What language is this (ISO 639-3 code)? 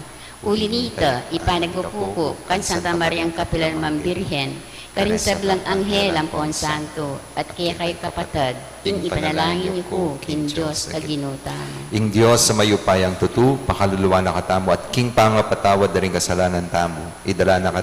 pam